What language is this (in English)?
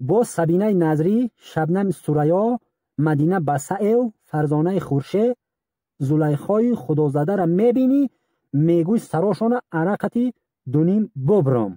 Tajik